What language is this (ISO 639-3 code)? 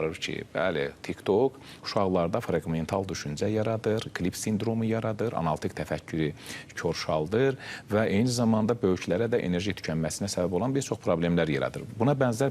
aze